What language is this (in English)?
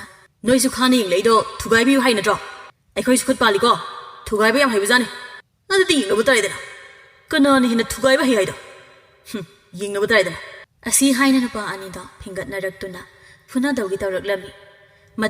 Manipuri